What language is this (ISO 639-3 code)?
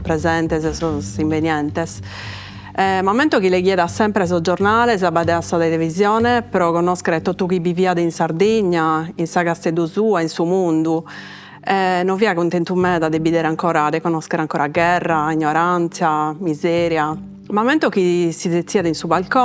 srd